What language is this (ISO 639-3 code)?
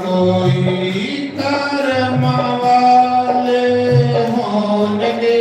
doi